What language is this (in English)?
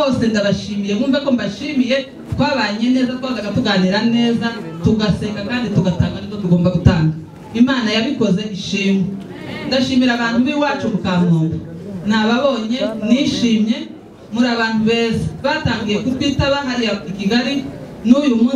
Kinyarwanda